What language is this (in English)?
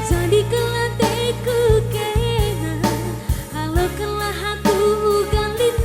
Batak Karo